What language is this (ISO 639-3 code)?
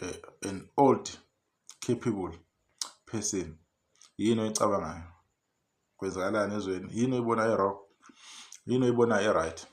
zul